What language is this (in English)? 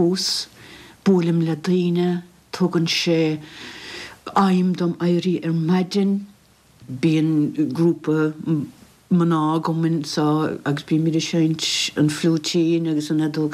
Irish